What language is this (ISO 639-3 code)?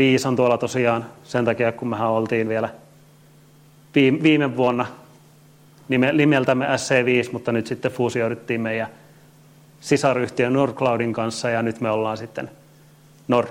fin